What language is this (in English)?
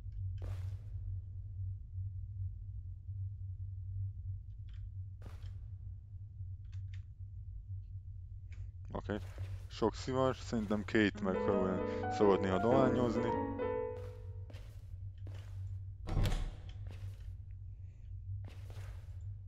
Hungarian